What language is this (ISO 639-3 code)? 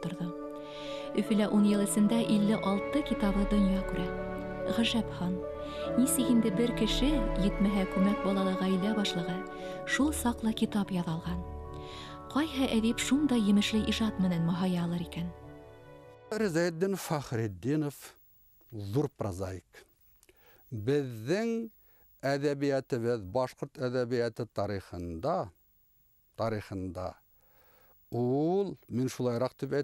bak